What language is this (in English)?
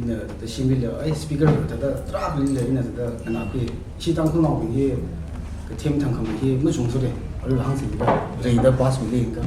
Tangkhul Naga (India)